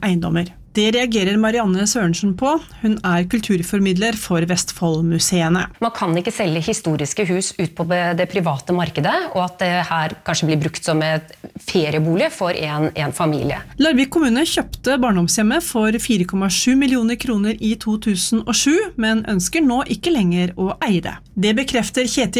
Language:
Norwegian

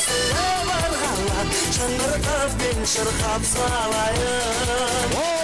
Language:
Kara-Kalpak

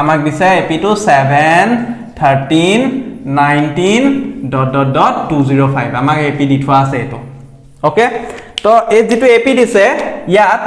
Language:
Assamese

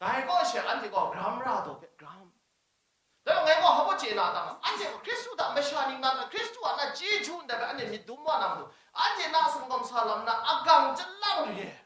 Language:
Kachin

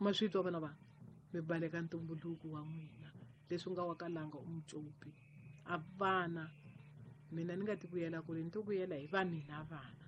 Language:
Tsonga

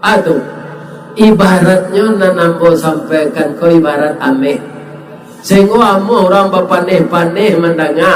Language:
Minangkabau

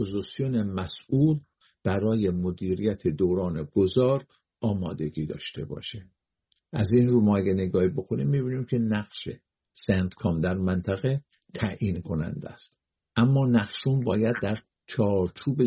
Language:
Persian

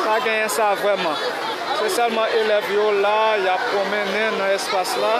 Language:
Haitian Creole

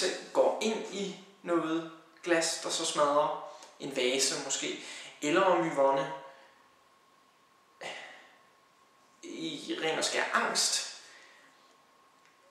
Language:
Danish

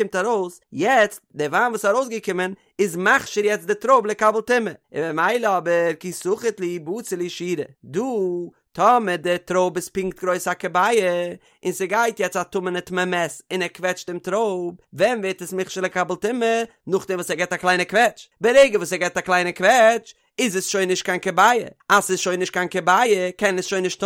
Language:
Yiddish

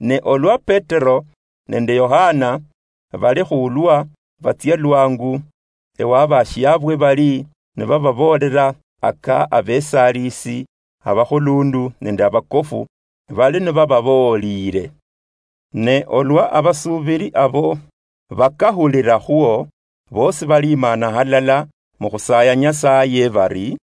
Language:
Luyia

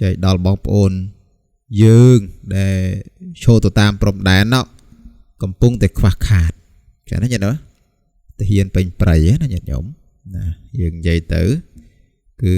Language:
Khmer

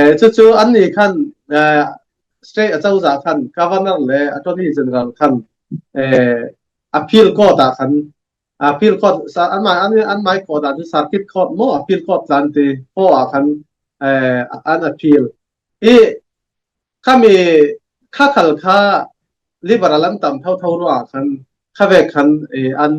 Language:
Falam Chin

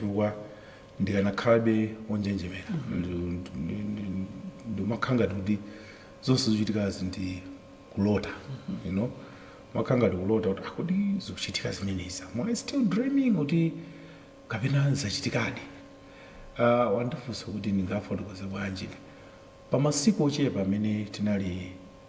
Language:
Nyanja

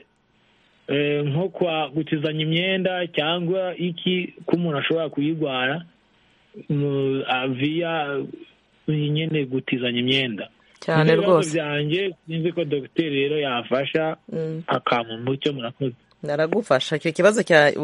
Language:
Kinyarwanda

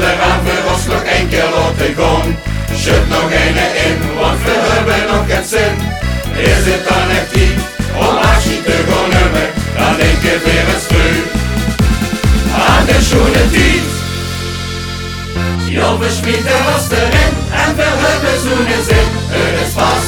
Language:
Dutch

